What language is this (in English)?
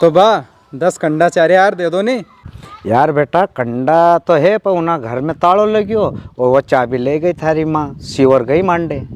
Rajasthani